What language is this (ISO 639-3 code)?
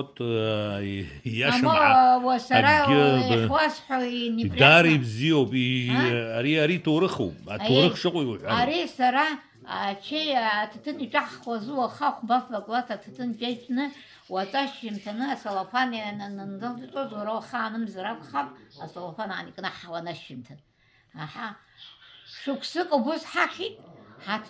abk